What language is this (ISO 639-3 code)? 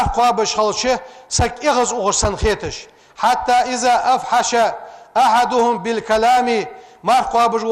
inh